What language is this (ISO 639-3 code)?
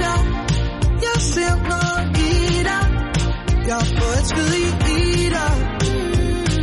dan